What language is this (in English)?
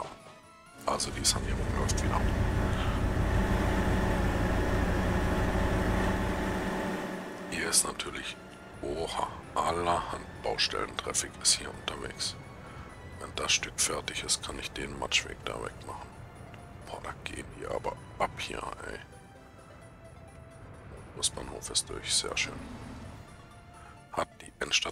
German